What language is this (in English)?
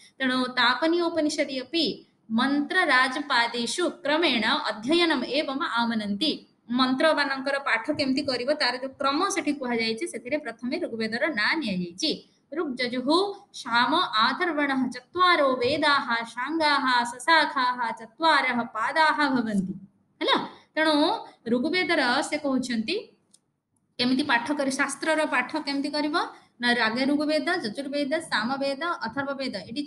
Odia